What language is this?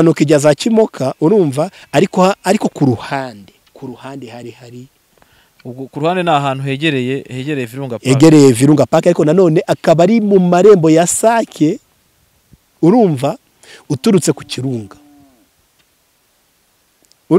Kinyarwanda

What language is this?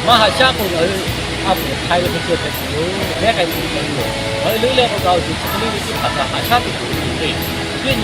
Lahu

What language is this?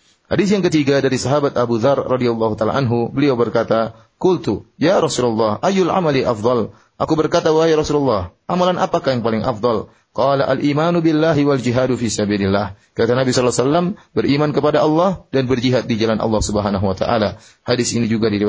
Indonesian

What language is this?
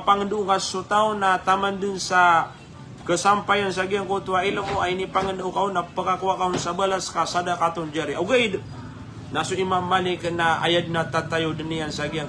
Maranao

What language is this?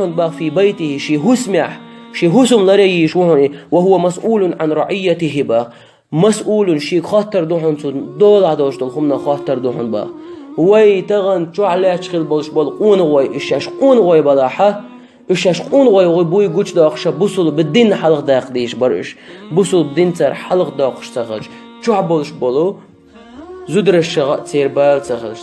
Chechen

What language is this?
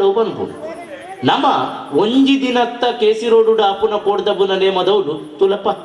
Tulu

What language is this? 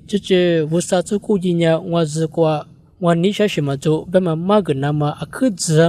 Lisu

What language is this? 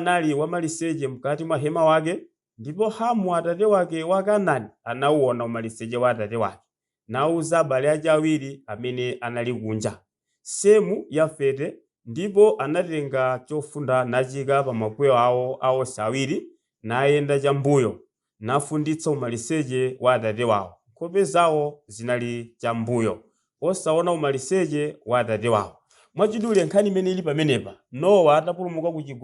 Nyanja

